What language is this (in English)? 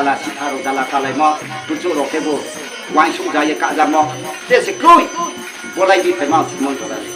Riang (India)